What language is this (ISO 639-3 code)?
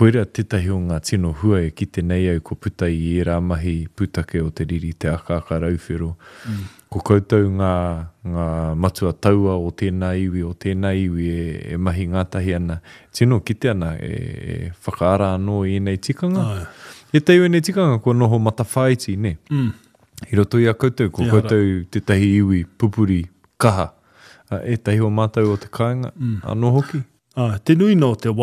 mri